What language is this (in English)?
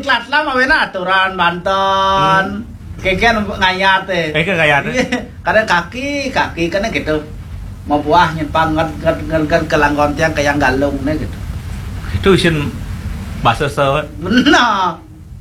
Balinese